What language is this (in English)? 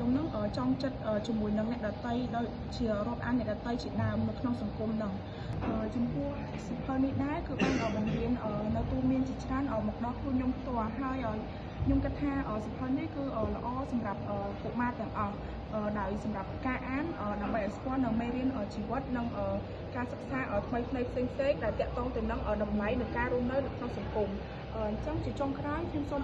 Khmer